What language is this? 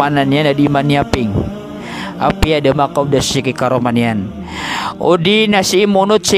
Maranao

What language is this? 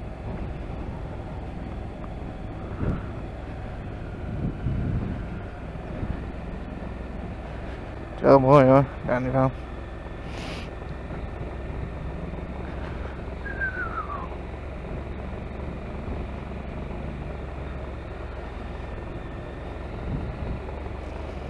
Dutch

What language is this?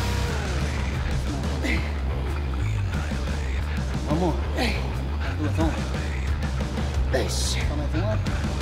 Portuguese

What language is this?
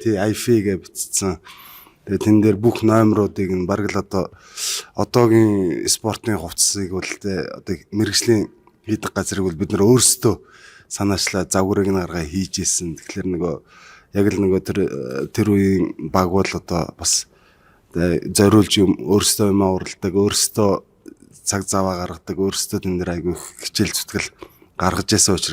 Mongolian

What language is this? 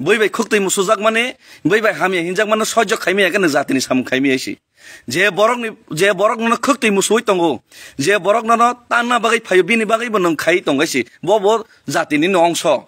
Kok Borok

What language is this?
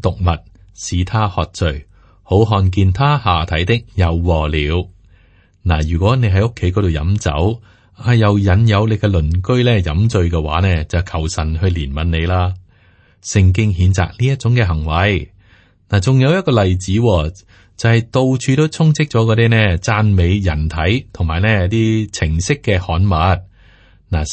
Cantonese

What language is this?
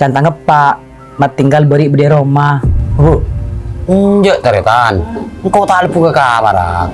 Madurese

